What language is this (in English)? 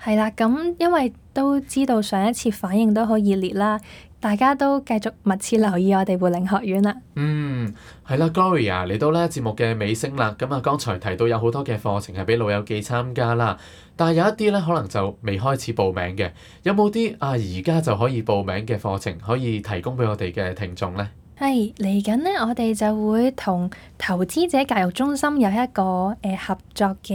Cantonese